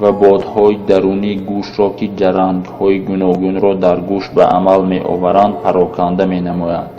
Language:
Tajik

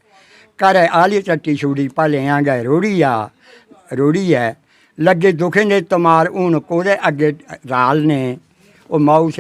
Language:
Dogri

